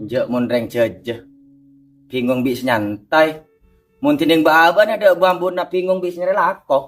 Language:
Madurese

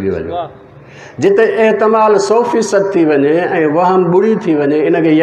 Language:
Sindhi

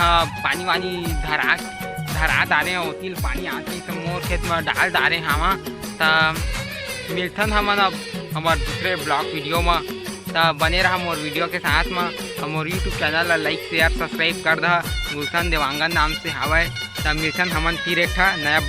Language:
Chhattisgarhi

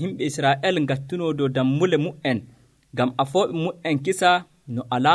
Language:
Nigerian Fulfulde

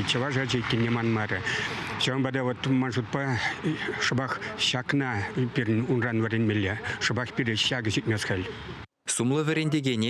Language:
Chuvash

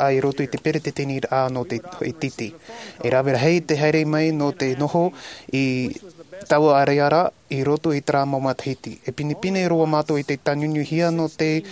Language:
Tahitian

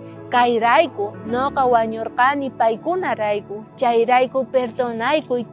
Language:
South Bolivian Quechua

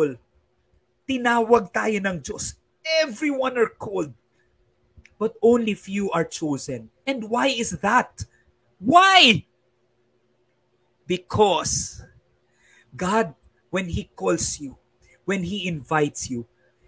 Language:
Filipino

